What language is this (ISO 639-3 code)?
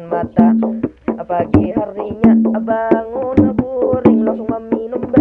bjn